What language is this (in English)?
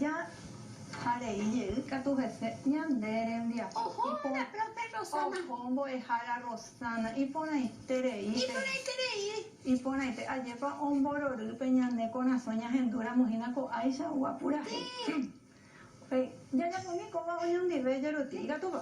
Guarani